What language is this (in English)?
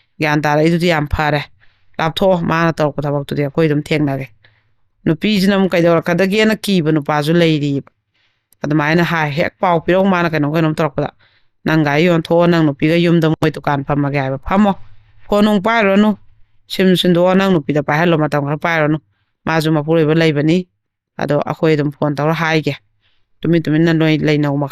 Manipuri